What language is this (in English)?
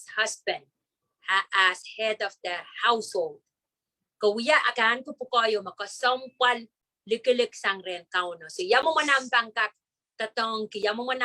Pohnpeian